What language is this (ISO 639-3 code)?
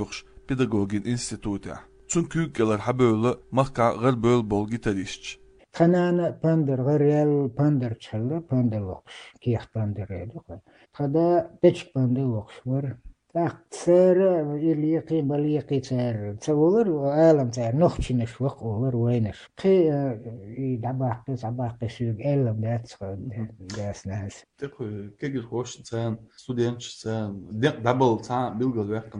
che